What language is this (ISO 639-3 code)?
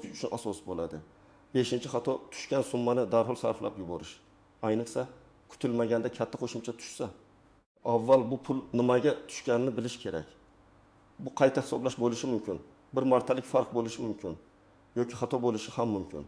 uzb